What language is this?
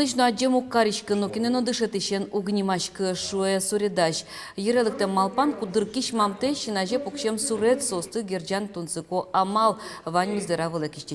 Udmurt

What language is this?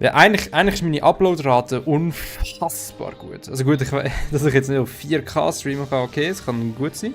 Swiss German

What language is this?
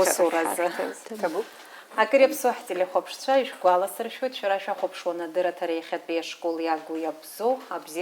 Abkhazian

